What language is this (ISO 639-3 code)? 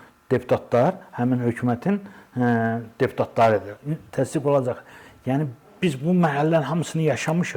aze